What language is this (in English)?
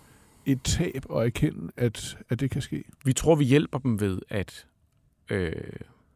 Danish